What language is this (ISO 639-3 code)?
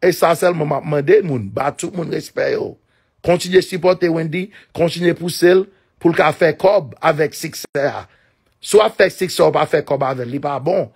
hat